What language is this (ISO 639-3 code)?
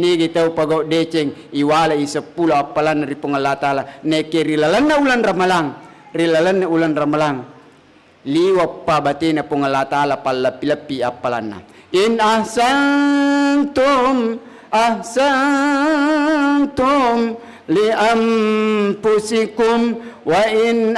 bug